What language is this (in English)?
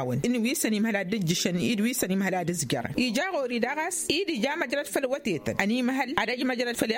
Tamasheq